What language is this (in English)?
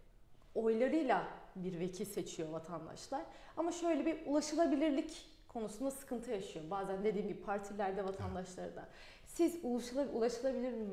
Turkish